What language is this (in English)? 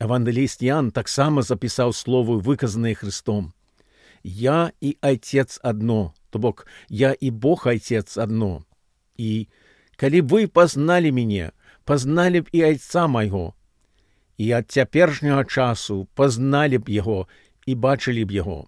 Belarusian